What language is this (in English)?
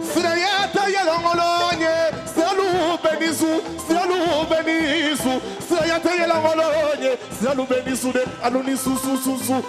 Bambara